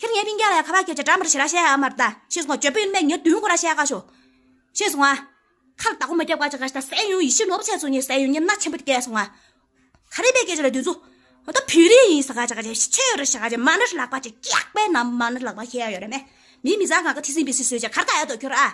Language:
Tibetan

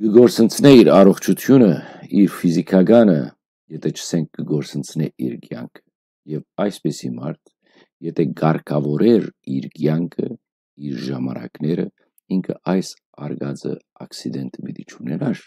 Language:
Western Armenian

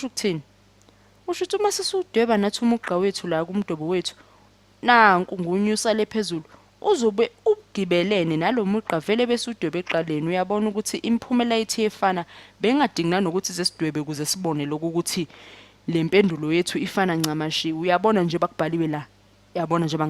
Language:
Zulu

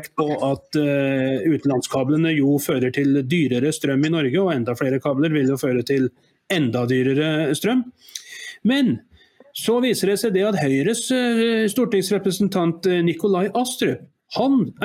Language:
Norwegian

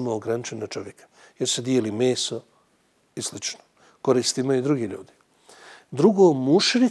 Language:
Bosnian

